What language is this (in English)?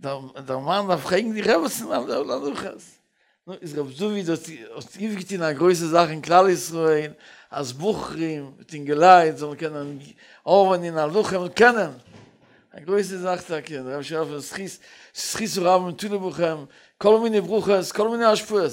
Yiddish